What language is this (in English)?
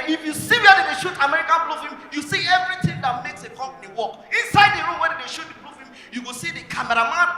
Nigerian Pidgin